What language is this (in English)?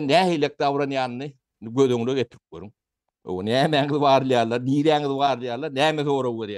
Turkmen